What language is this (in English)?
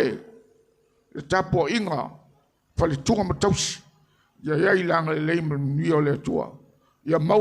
Samoan